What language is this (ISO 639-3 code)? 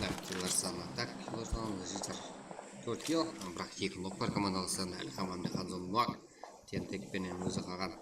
kaa